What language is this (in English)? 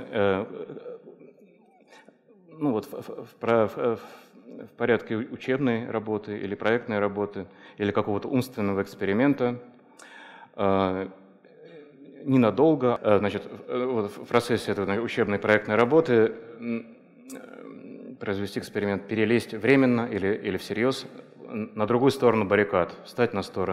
Russian